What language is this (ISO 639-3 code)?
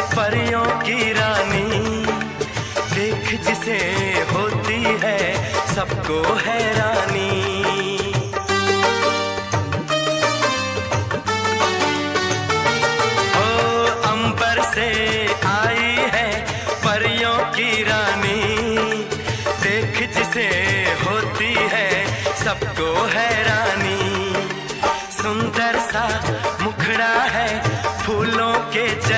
hin